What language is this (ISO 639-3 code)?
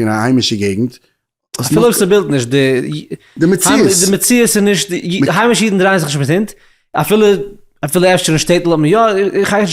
yid